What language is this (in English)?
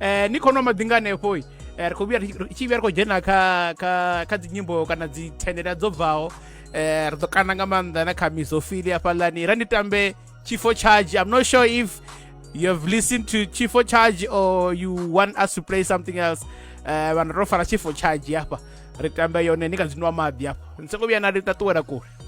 Venda